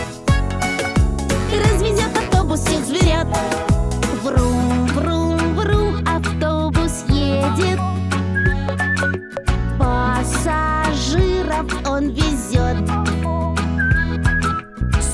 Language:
Russian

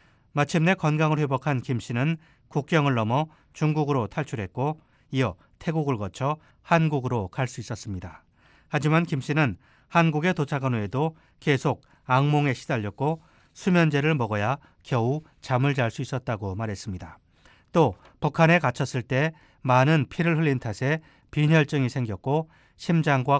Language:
Korean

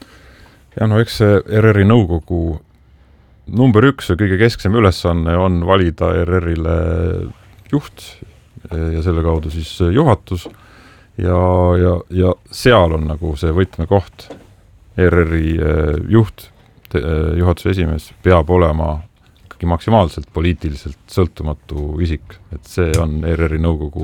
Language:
Estonian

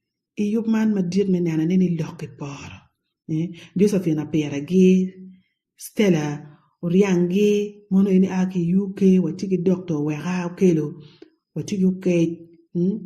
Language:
Acoli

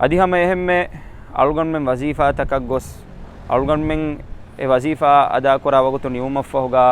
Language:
Divehi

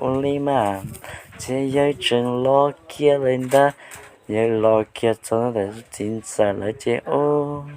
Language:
Hmong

